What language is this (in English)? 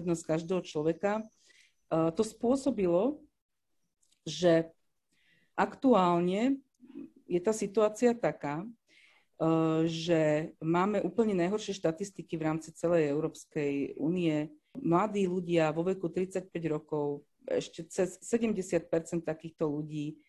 Slovak